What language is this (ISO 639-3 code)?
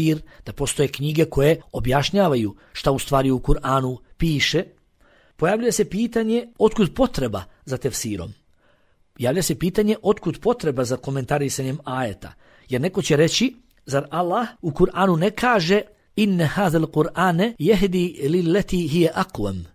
bos